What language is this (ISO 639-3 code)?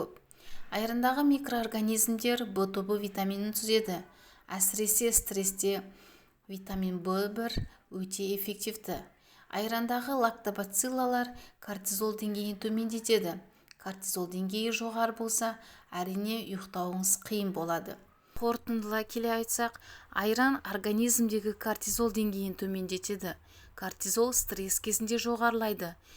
kaz